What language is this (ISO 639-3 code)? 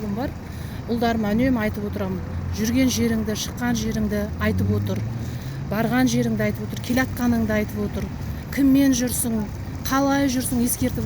kaz